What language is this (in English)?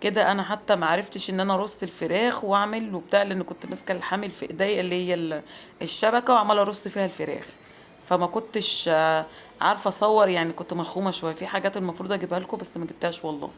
Egyptian Arabic